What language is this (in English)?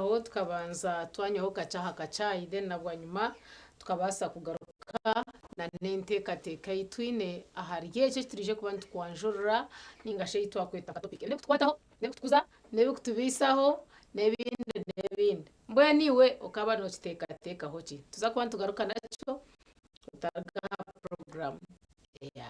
Nyankole